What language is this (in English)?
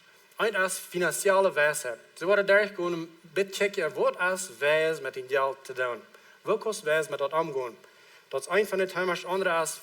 Plautdietsch